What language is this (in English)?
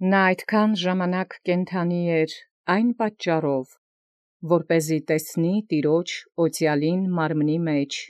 Armenian